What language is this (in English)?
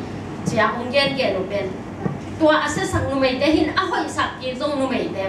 Tedim Chin